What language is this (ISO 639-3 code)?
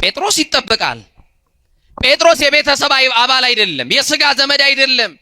amh